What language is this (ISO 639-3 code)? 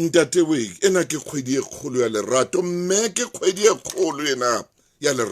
sot